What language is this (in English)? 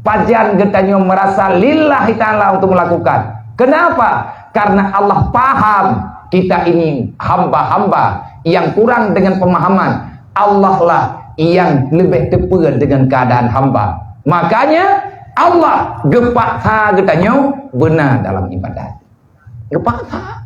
Achinese